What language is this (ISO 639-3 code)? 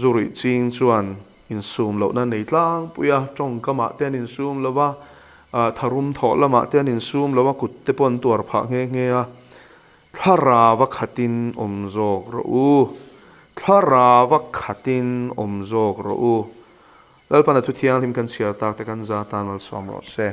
lus